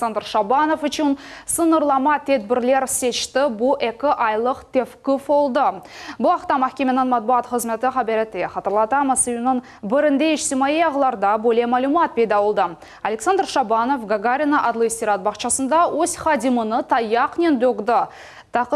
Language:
Crimean Tatar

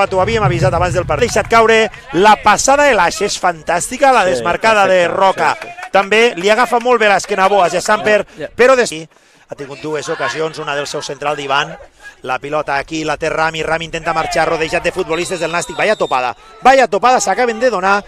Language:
Catalan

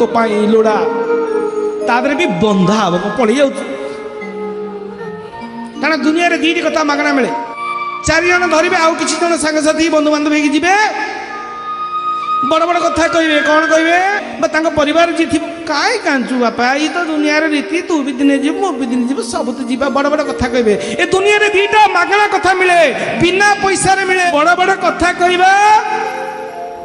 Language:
Odia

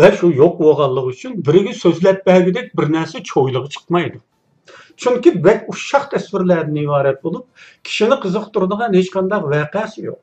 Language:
Uyghur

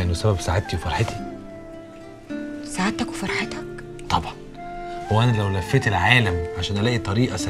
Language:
Egyptian Arabic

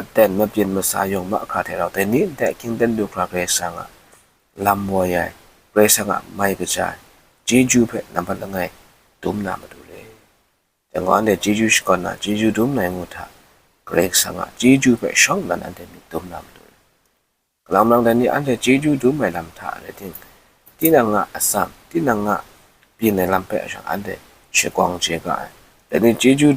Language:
Kachin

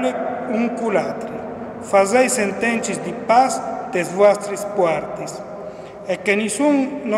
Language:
Friulian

